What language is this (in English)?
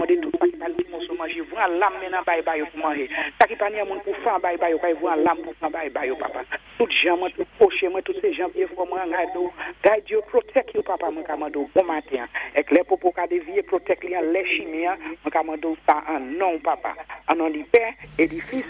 Saint Lucian Creole French